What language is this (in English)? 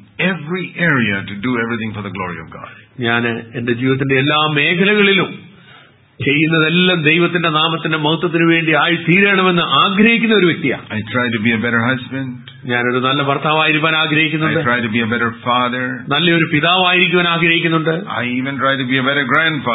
Malayalam